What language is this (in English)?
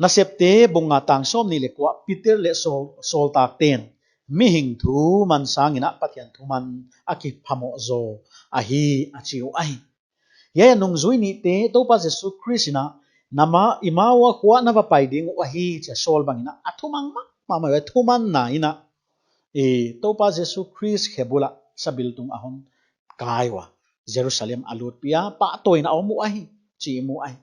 Paite Chin